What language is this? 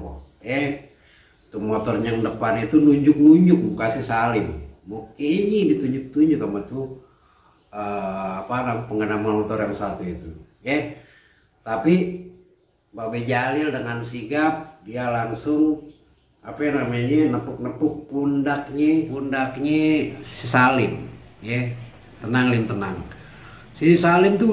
Betawi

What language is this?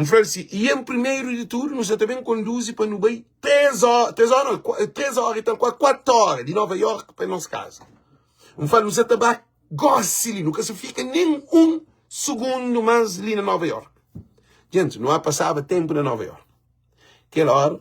Kabuverdianu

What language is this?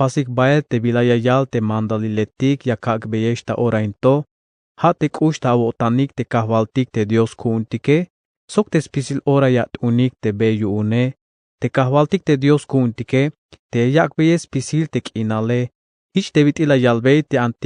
Tzeltal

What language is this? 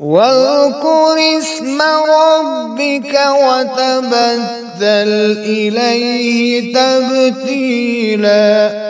Kashmiri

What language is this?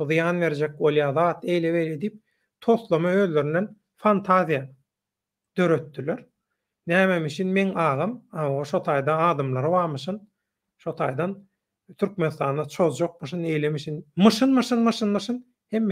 Turkmen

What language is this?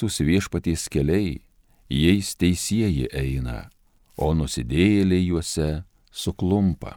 Lithuanian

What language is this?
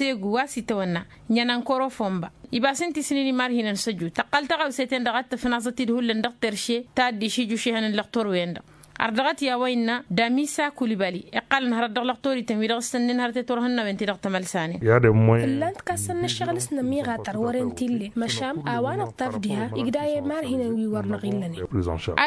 Tamasheq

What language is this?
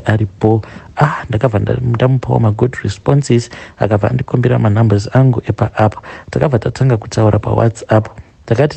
Shona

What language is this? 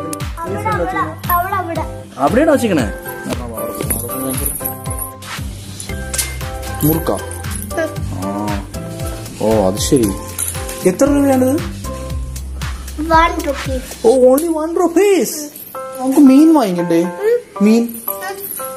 Malayalam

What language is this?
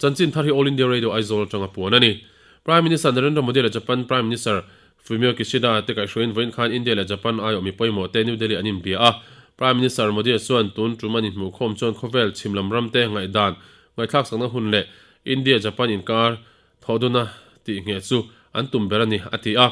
Mizo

